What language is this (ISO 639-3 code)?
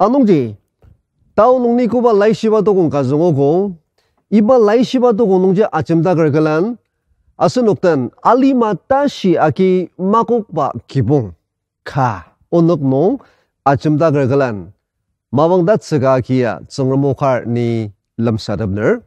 njo